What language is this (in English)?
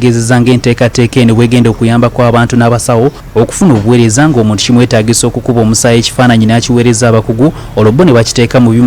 Ganda